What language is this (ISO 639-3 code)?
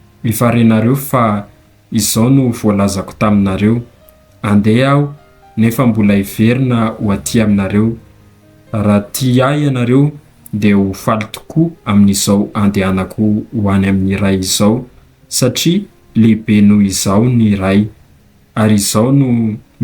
mlg